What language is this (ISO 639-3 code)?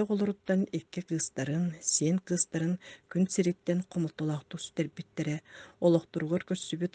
sah